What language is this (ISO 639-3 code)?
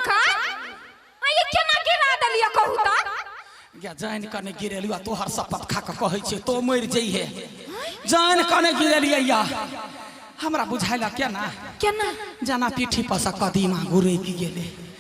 mai